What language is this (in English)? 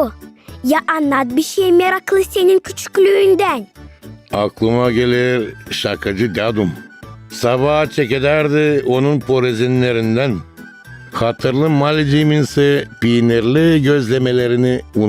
Gagauz